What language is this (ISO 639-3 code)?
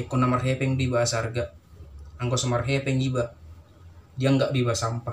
bbc